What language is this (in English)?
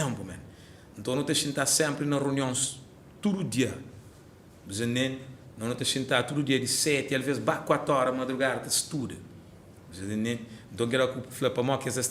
Kabuverdianu